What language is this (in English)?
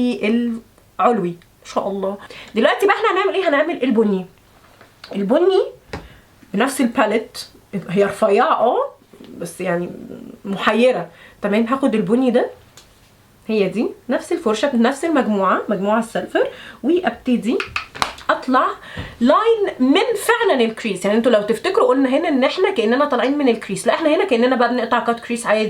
Egyptian Arabic